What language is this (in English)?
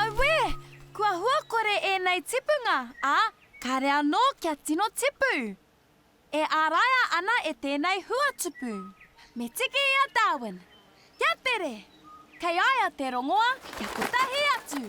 Māori